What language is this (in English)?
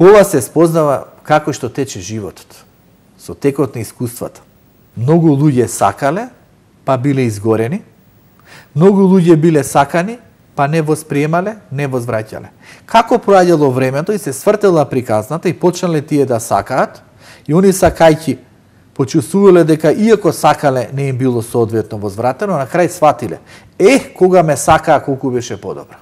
Macedonian